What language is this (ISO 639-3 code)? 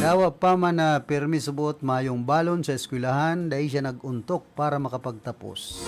bik